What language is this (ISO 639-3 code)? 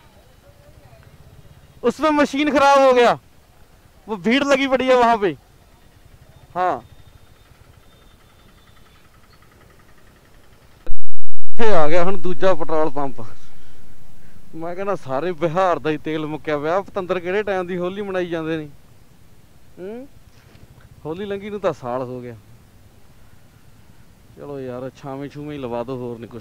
pan